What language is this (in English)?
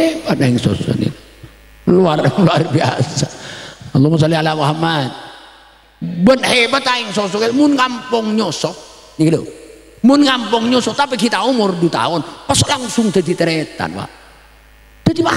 Madurese